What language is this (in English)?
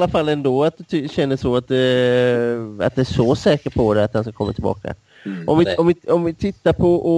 Swedish